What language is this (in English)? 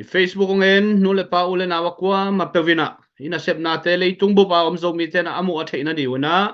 Tedim Chin